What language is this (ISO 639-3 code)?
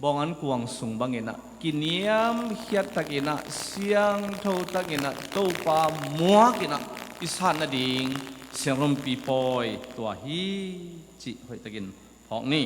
ctd